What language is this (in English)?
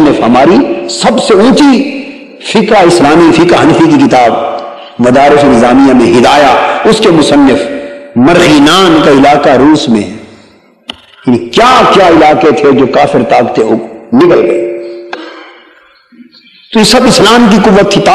Urdu